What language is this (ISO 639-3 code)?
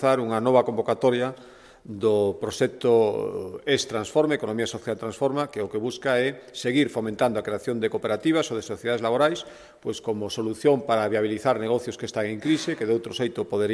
glg